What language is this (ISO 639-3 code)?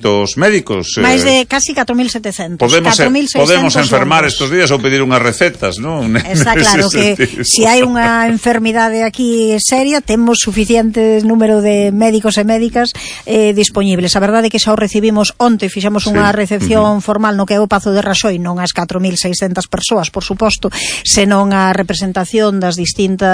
glg